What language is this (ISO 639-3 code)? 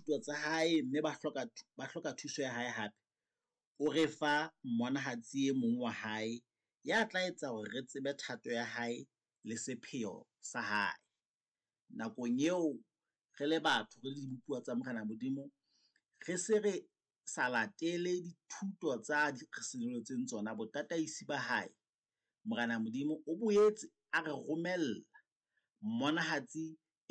sot